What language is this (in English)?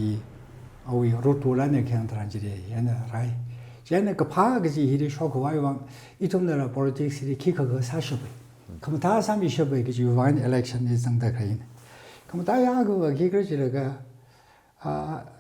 Tangkhul Naga (India)